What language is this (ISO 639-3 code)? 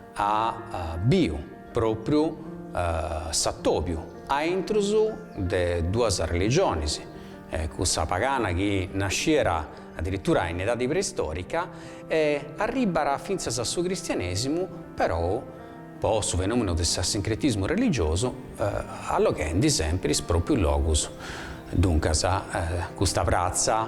srd